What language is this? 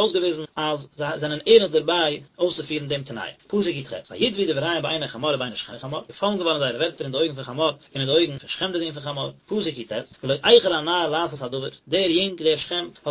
Yiddish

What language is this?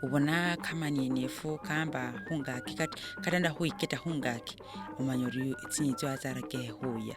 Masaaba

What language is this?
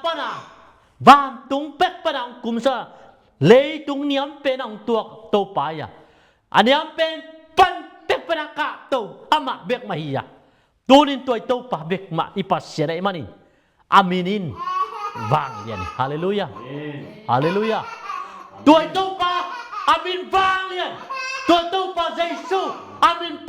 Tedim Chin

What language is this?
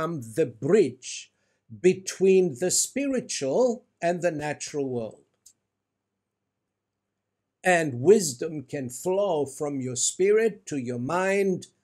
English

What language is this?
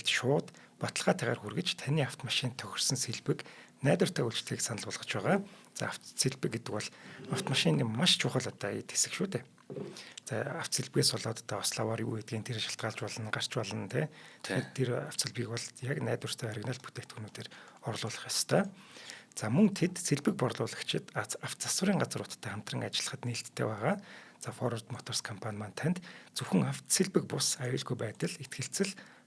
Mongolian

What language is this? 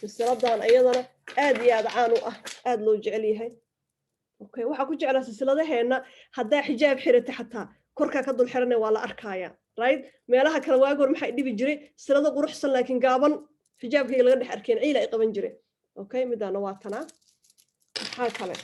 Somali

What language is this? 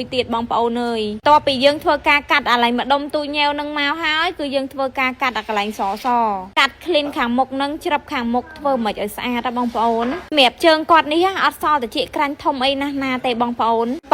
Khmer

